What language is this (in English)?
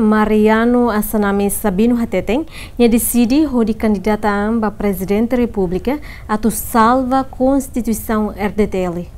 Tetum